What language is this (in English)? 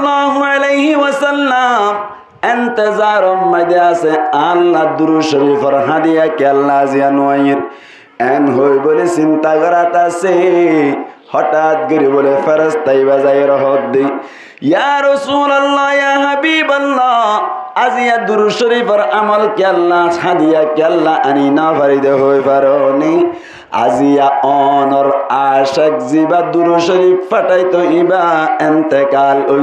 Rohingya